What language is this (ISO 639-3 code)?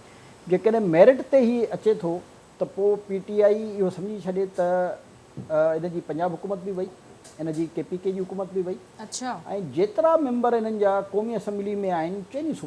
snd